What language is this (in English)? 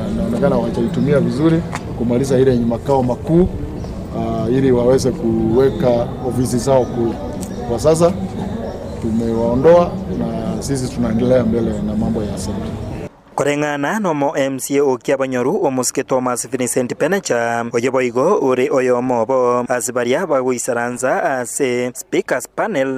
Gusii